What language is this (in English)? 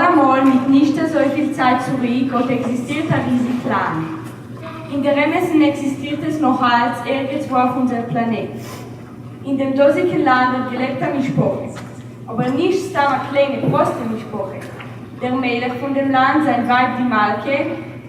Yiddish